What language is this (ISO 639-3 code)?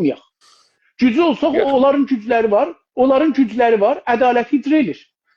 azb